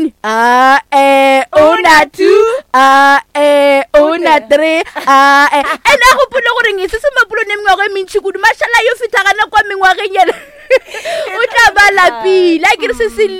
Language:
Northern Sotho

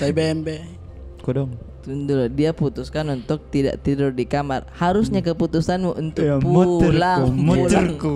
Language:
Makassar Malay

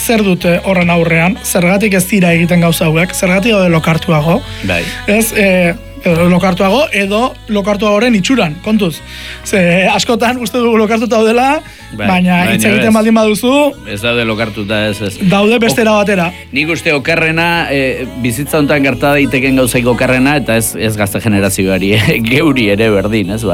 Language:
Basque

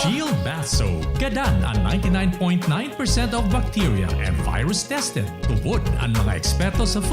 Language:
Bikol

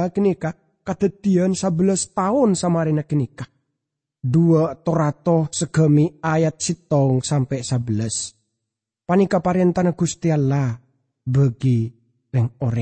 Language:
Madurese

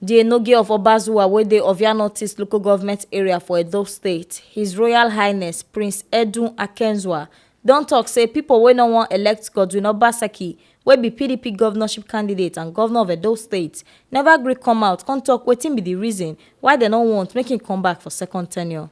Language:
Nigerian Pidgin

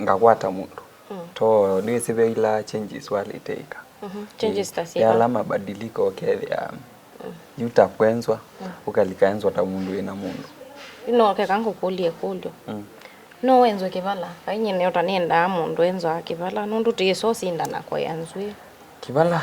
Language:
Kamba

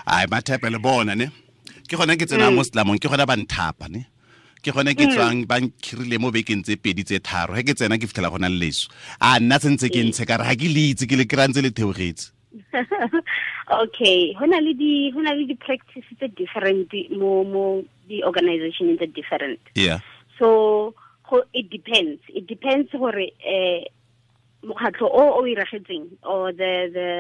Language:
Tswana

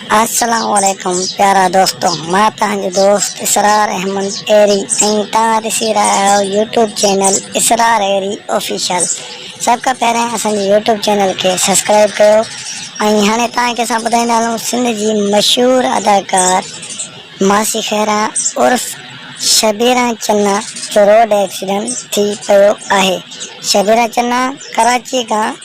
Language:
Sindhi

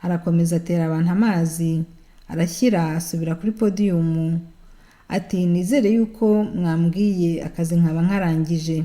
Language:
Kinyarwanda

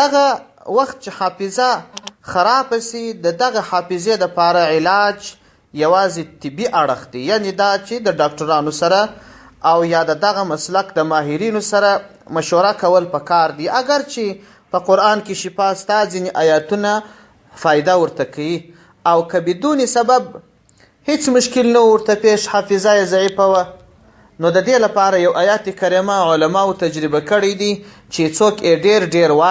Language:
Pashto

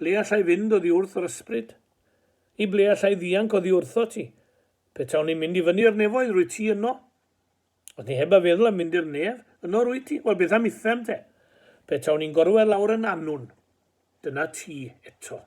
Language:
Welsh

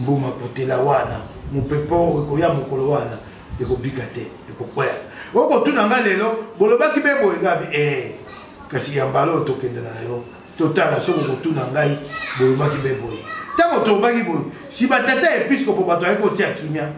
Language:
Lingala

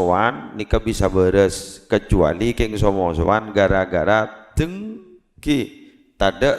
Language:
Madurese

